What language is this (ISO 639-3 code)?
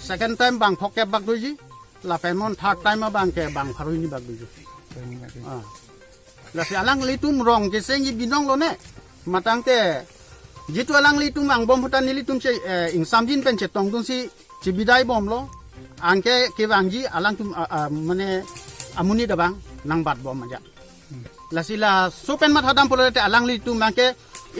mjw